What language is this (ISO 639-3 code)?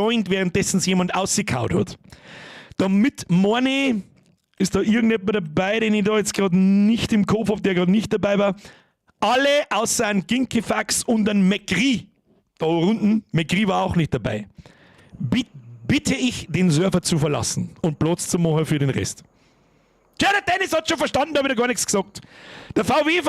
bar